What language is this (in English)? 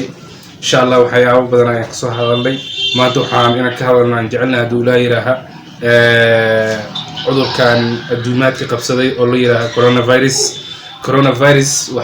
Somali